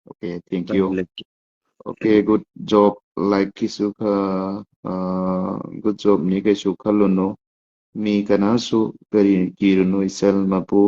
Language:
Manipuri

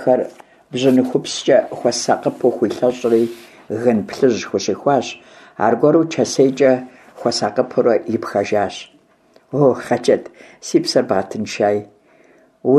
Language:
Kabardian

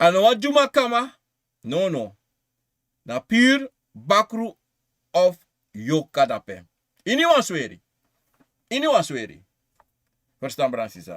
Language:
Sranan Tongo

